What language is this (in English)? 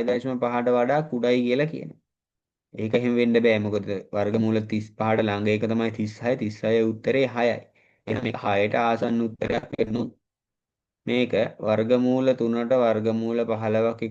Sinhala